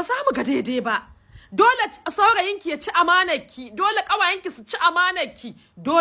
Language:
Hausa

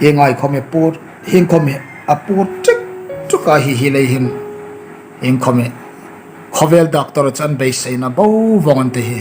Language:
Hmar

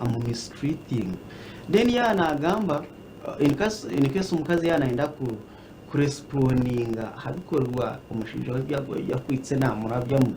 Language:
Nyankole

